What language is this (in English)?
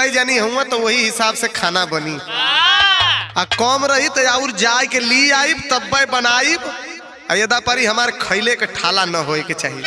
Bhojpuri